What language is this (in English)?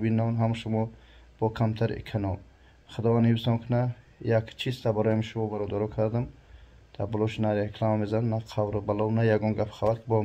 Tajik